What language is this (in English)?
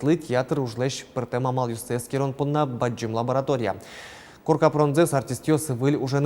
Udmurt